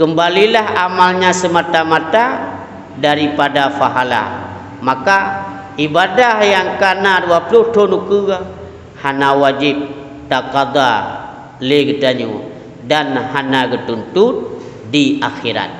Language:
Achinese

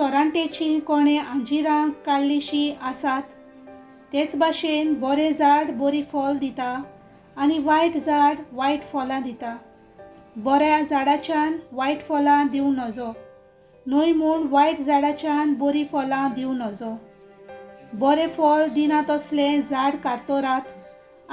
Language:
Konkani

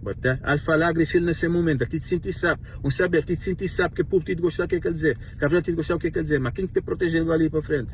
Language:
Kabuverdianu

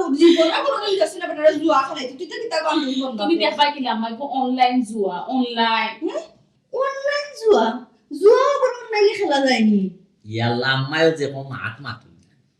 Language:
Sylheti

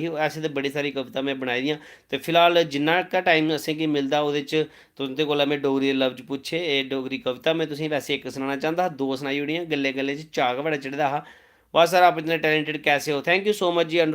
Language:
Dogri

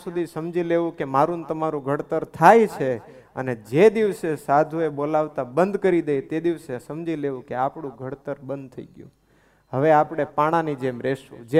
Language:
Gujarati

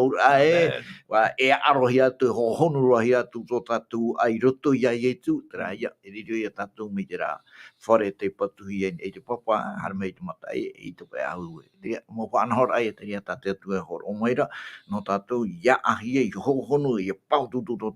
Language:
Tahitian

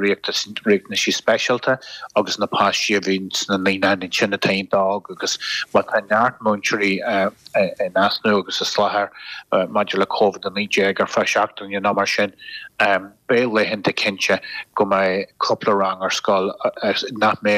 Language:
Irish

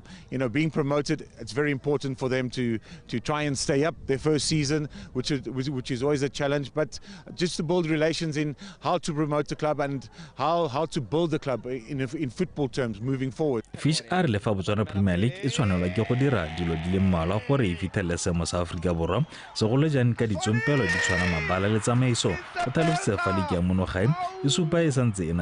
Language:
Tswana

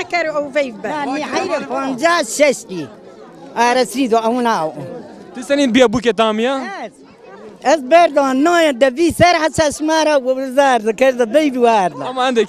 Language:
Zaza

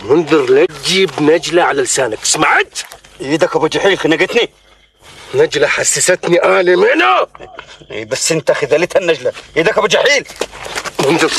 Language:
Mesopotamian Arabic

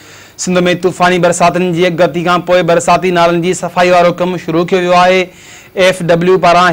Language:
Sindhi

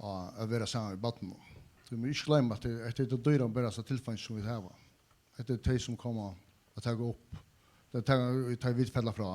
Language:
Faroese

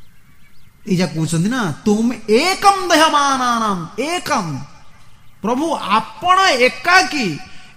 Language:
Odia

